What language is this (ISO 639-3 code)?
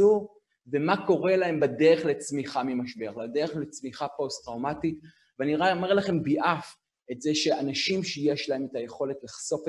heb